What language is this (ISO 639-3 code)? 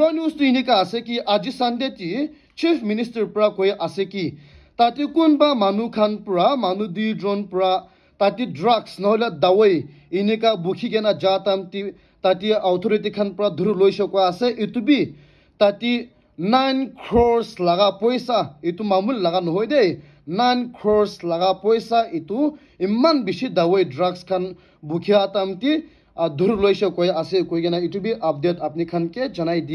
nag